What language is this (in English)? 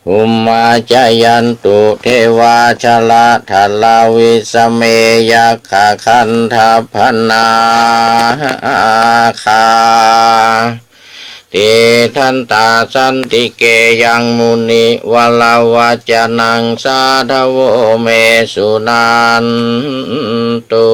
Pali